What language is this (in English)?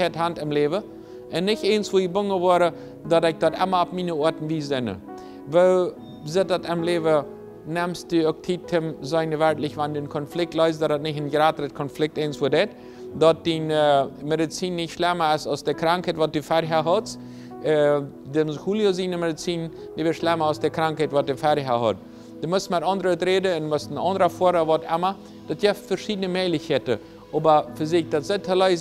Plautdietsch